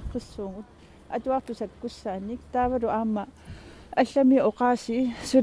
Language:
Kalaallisut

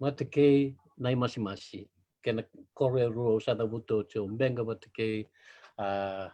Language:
Fijian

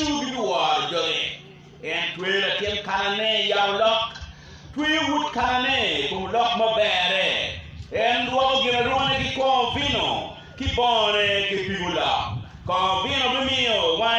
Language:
Acoli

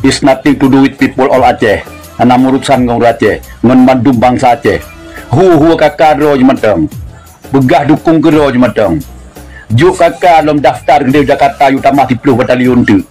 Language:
Achinese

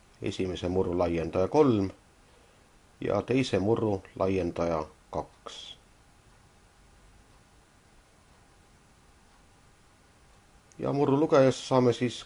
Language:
Estonian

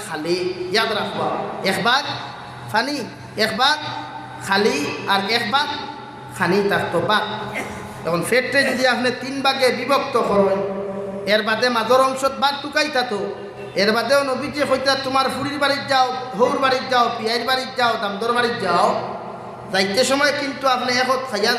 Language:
Sylheti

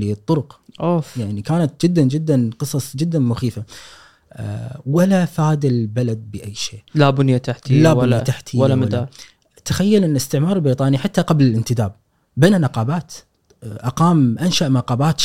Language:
Gulf Arabic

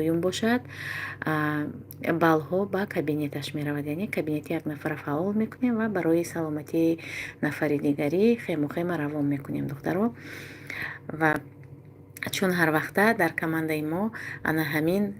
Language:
Tajik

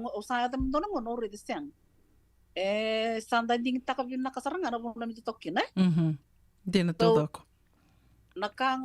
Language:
Fijian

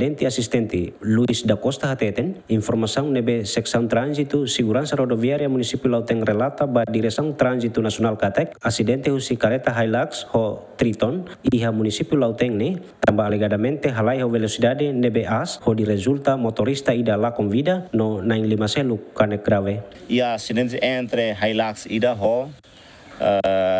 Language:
Tetum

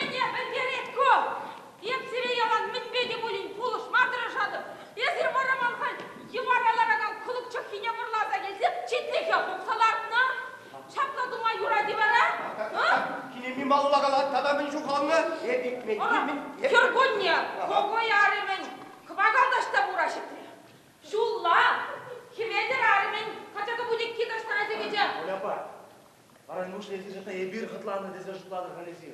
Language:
Chuvash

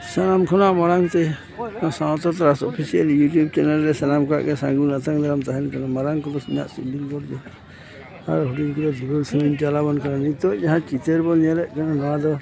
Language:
Santali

